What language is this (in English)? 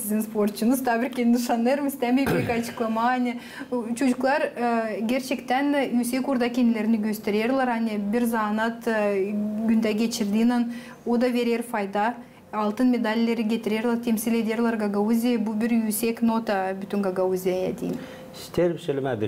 Gagauz